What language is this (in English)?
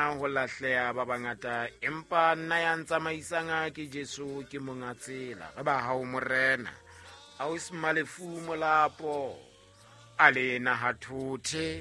Southern Sotho